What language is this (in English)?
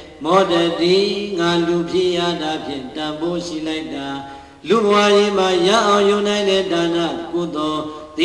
Burmese